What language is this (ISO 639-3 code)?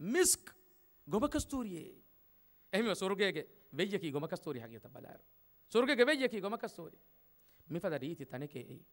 div